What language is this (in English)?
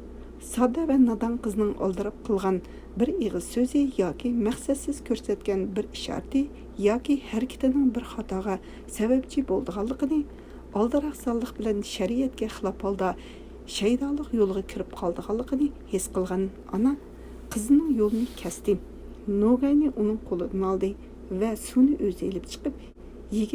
Uyghur